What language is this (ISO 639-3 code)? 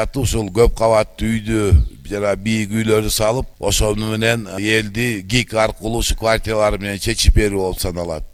kir